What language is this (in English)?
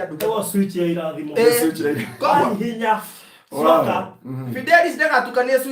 Kikuyu